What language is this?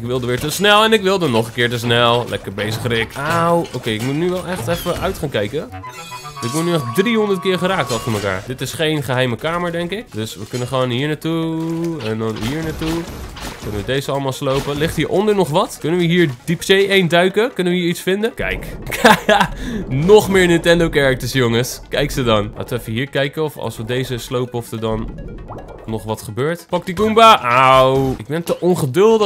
Dutch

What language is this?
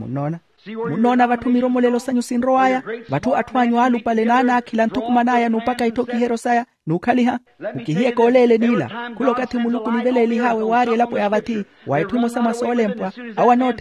Makhuwa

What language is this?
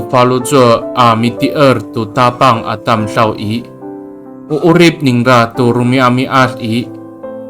Amis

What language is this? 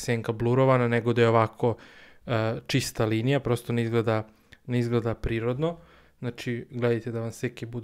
Serbian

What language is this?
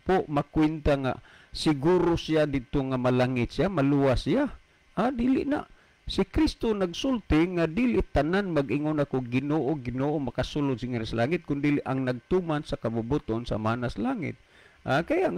Cebuano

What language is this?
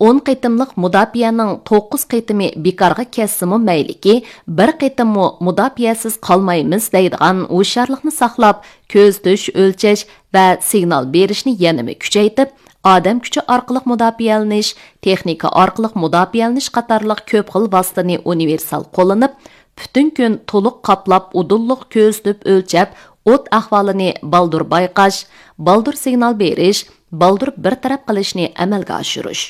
Uyghur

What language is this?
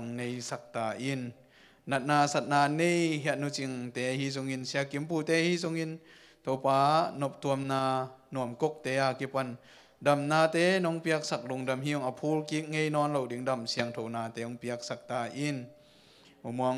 Tedim Chin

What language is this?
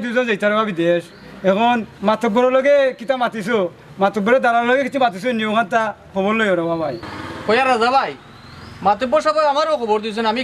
Sylheti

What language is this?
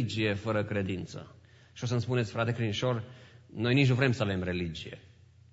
Romanian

